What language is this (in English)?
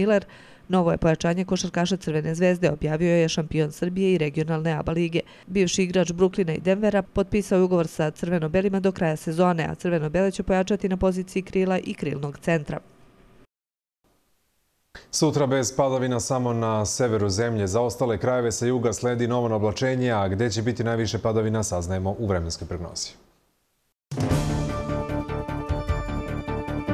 Serbian